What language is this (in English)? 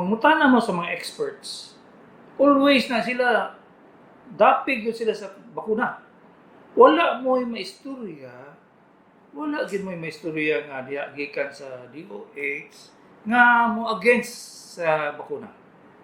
Cebuano